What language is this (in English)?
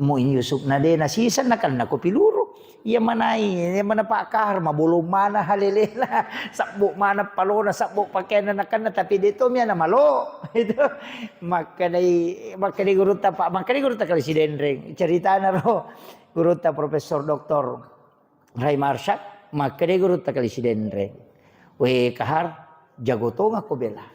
Buginese